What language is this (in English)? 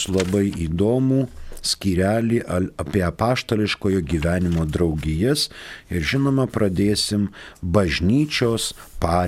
Lithuanian